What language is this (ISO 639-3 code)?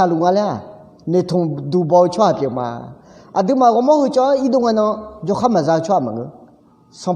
ahk